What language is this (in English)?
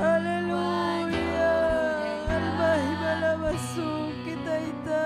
Ayacucho Quechua